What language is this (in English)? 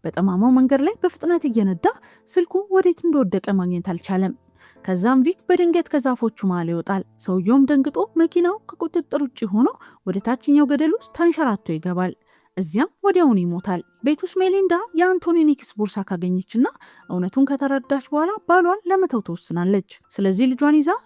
Amharic